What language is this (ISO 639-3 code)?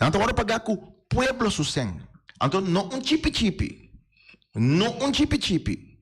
pap